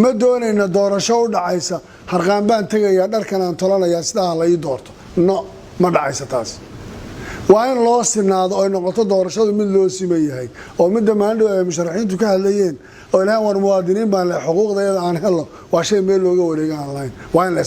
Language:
Somali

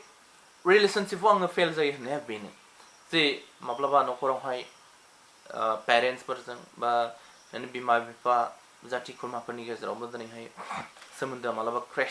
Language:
Bodo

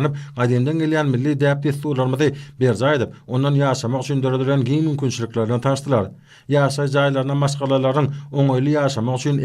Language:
Turkmen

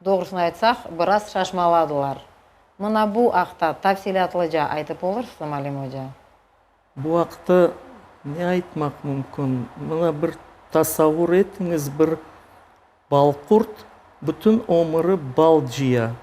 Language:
Crimean Tatar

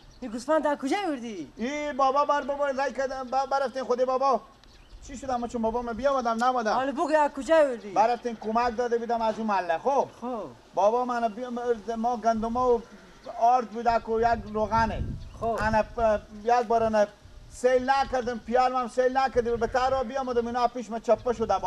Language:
Persian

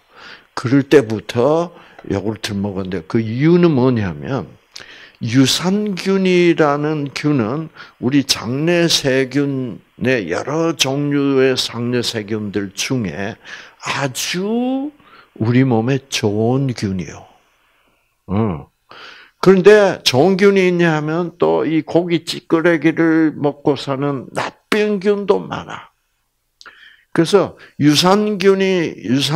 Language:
Korean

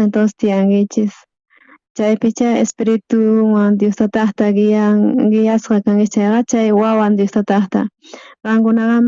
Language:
South Bolivian Quechua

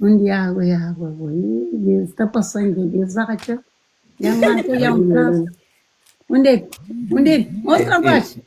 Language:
Kabuverdianu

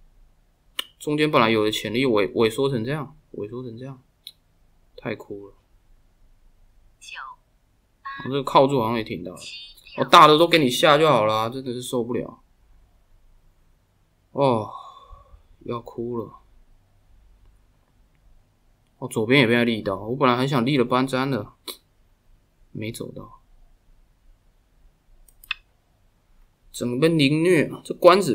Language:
Chinese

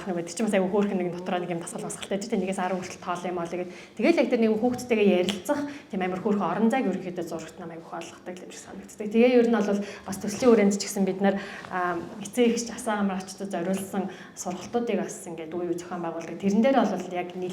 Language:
Mongolian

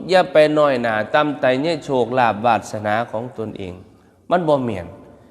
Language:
Northeastern Thai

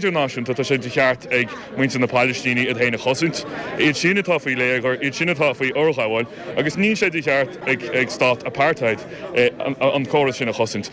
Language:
Irish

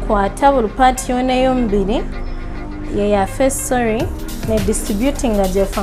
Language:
Nyankole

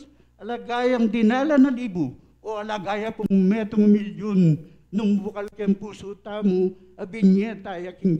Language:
Pampanga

